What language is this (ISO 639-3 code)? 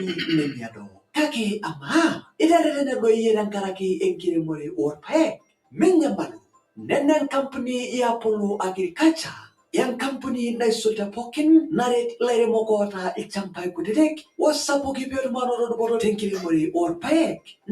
mas